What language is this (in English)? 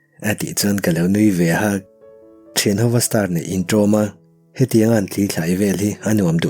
Mizo